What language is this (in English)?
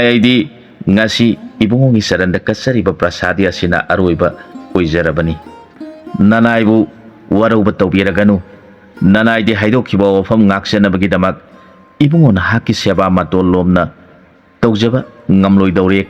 Manipuri